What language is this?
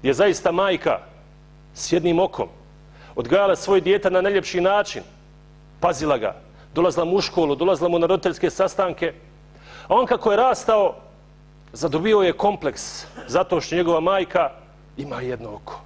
Bosnian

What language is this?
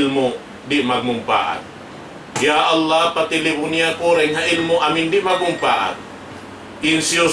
Tausug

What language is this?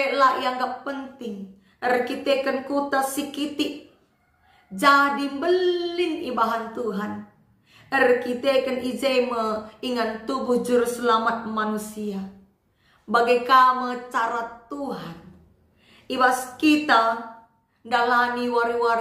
Batak Karo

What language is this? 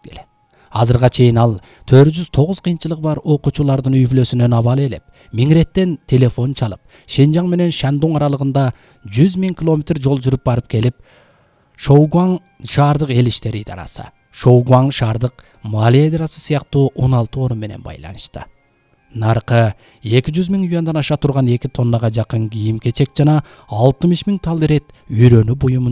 Kyrgyz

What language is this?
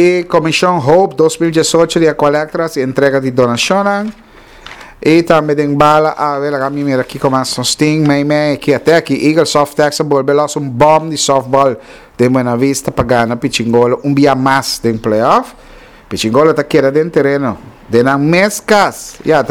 Papiamento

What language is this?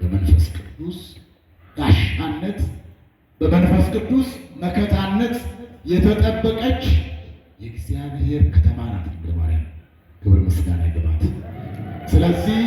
Amharic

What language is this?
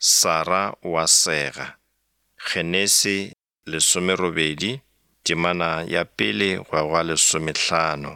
Northern Sotho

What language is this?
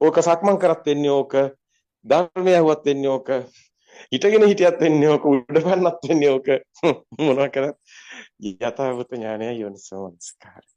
Sinhala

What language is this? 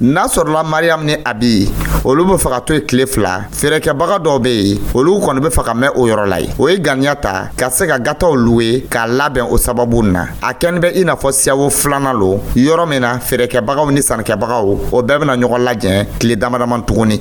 Dyula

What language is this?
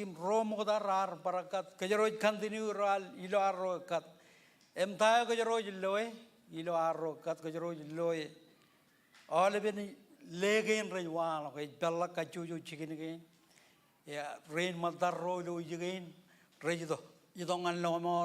Marshallese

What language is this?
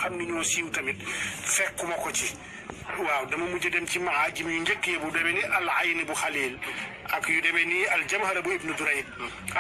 Wolof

